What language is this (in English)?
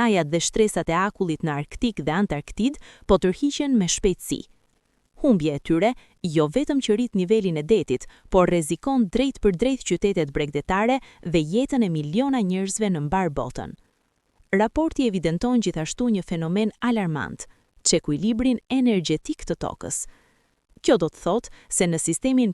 Albanian